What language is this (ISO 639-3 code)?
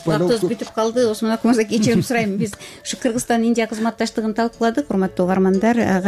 kir